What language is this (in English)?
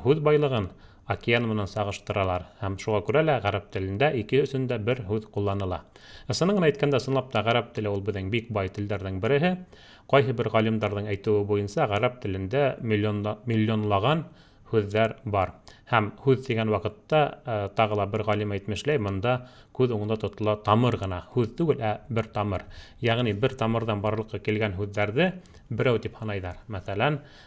Bashkir